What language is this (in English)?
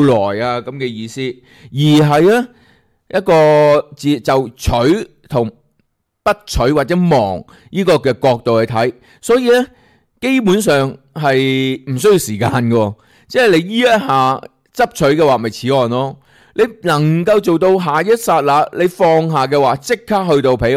Cantonese